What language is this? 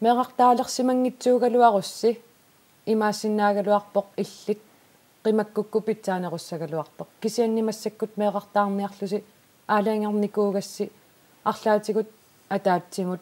Kalaallisut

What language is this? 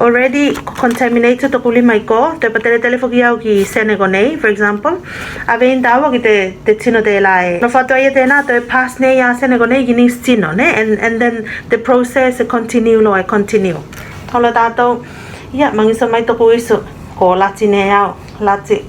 Tuvalu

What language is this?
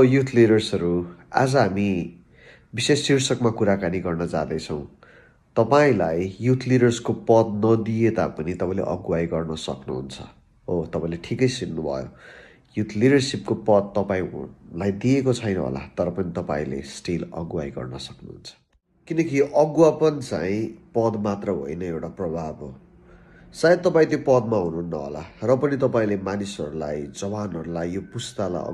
Nepali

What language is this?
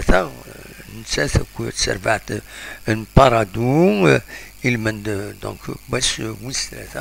Kabyle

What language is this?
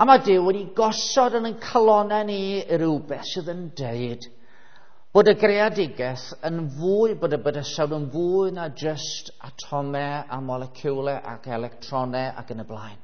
Welsh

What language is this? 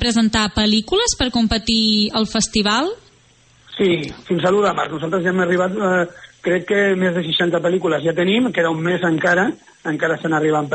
Catalan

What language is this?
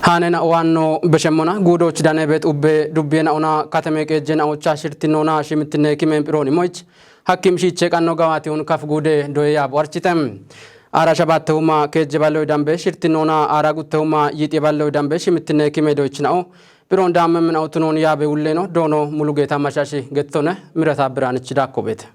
Kafa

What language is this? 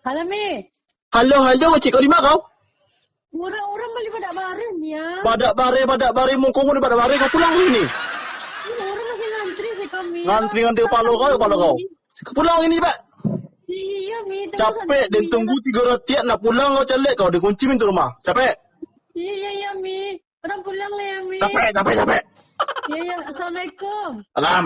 Minangkabau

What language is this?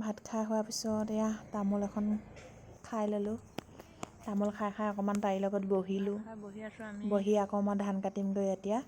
Assamese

